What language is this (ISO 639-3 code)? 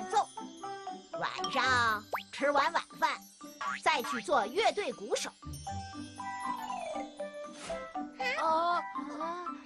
zho